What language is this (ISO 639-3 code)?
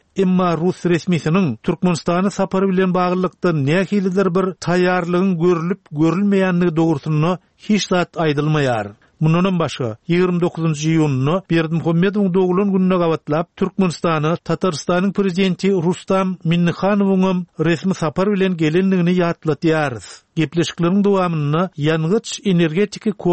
tuk